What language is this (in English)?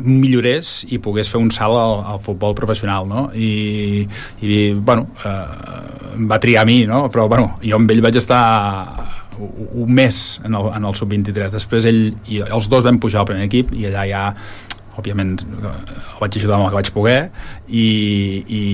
Catalan